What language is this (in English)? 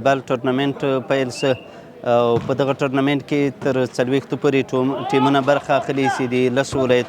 Pashto